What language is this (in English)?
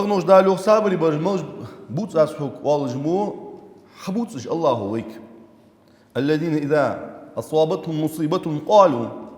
Ingush